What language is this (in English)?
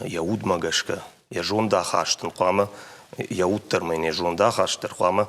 Ossetic